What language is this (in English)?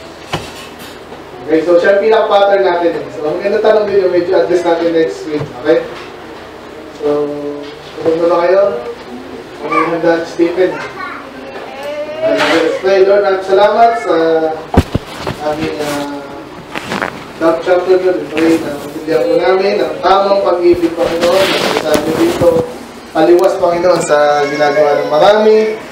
Filipino